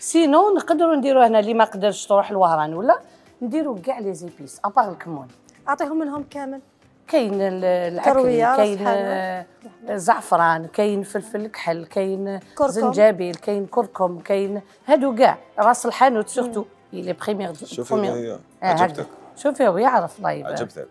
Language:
Algerian Arabic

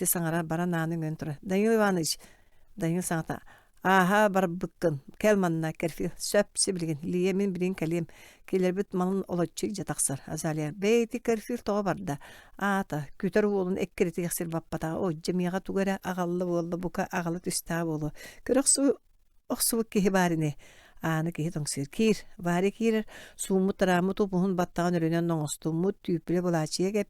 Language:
Yakut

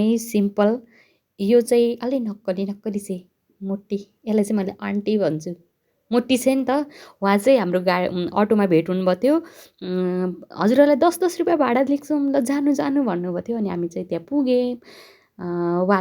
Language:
Nepali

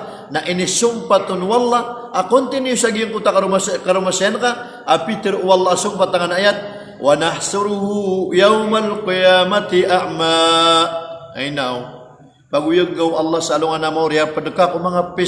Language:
Maranao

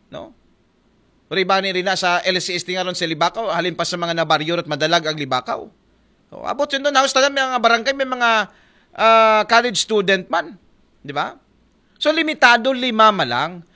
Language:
Aklanon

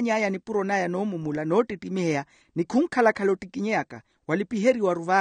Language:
Makhuwa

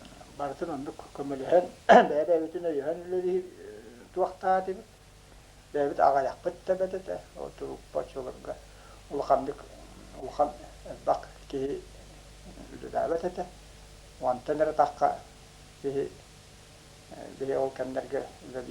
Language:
Yakut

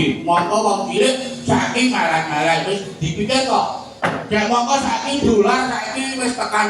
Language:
Javanese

